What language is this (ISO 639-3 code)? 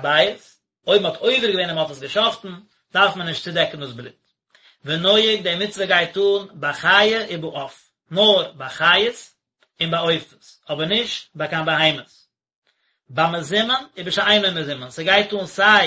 yid